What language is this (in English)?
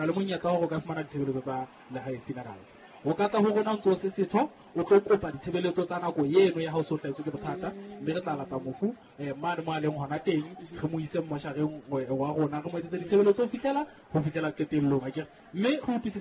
Southern Sotho